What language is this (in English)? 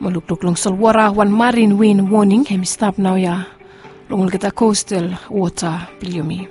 Bislama